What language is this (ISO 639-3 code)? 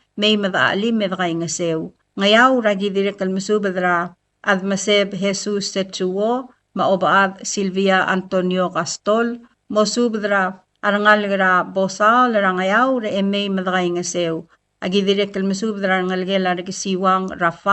pau